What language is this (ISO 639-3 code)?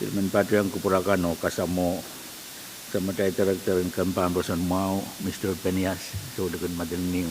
pon